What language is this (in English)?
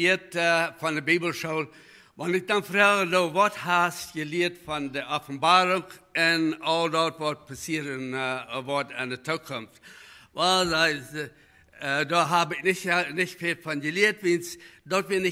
Plautdietsch